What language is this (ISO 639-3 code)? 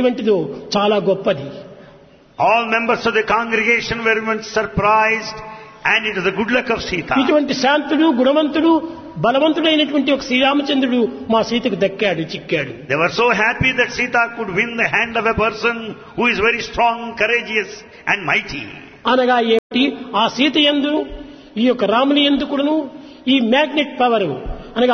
tel